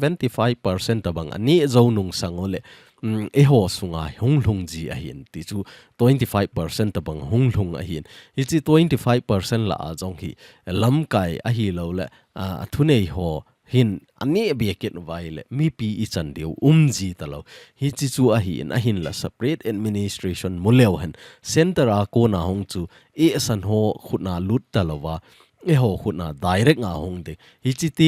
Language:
Thado Chin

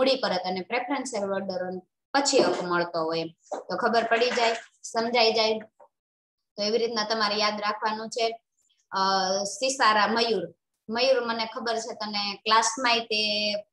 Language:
Gujarati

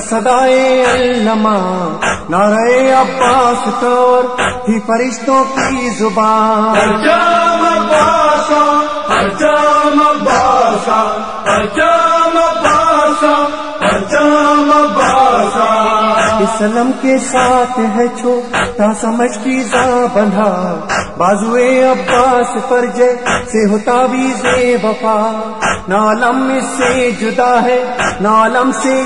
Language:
Urdu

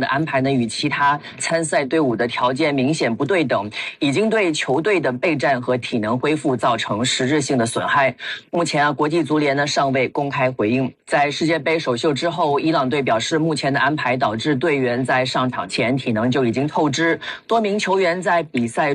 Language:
Chinese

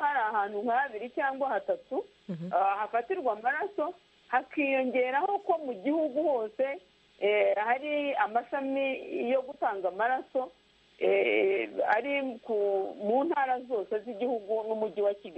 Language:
Kinyarwanda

